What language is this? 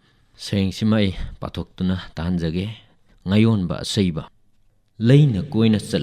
Manipuri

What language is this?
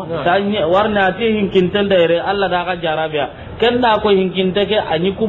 Soninke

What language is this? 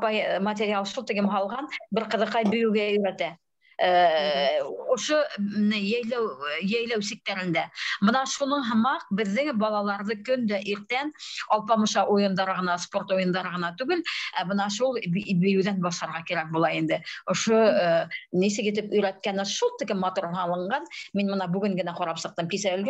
Bashkir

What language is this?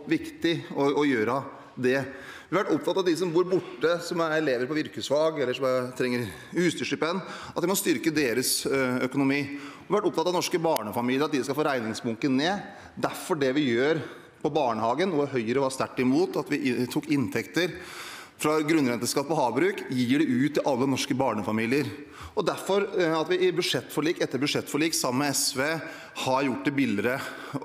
Norwegian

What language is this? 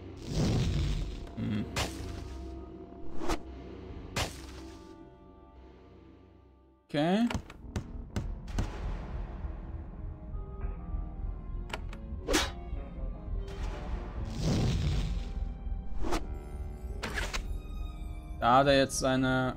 German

